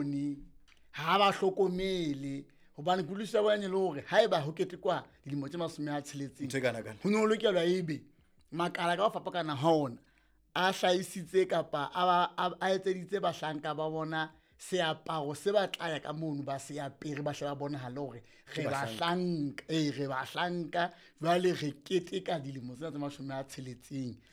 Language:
Southern Sotho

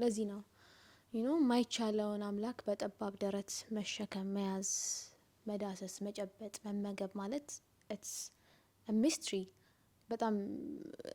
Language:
Amharic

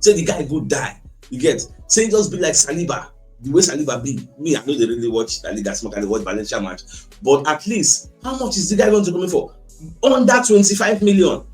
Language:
Nigerian Pidgin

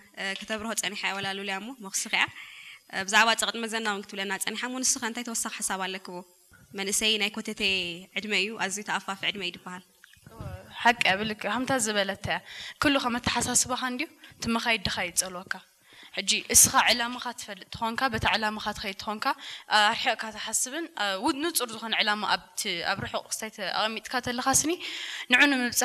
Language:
Tigrinya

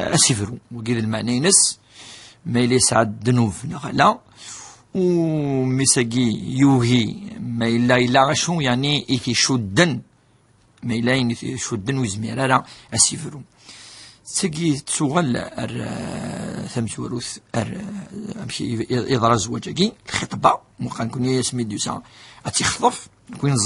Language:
Kabyle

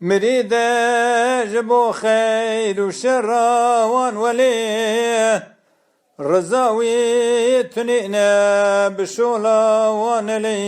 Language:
Kurdish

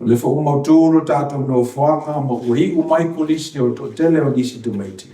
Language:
Samoan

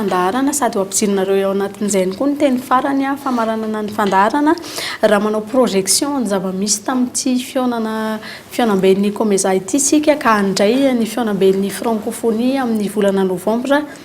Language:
Malagasy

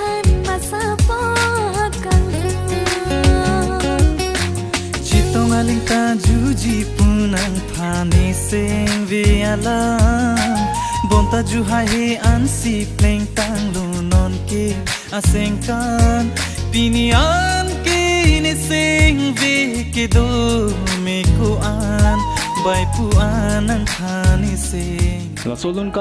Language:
Karbi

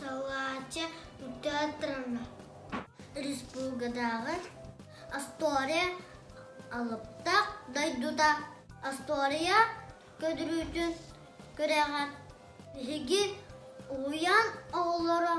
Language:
Yakut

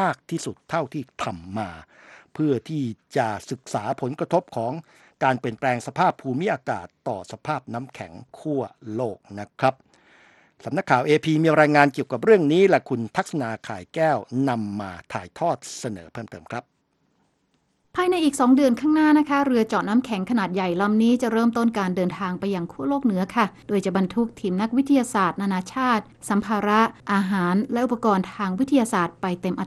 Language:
Thai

